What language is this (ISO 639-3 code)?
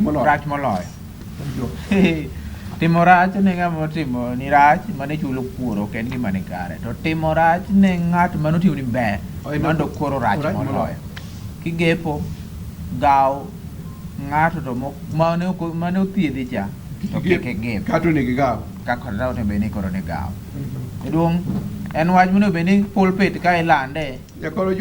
luo